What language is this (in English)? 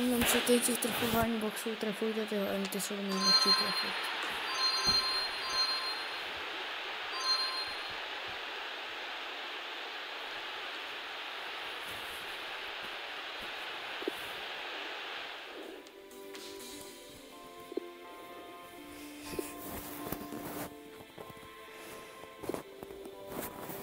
Czech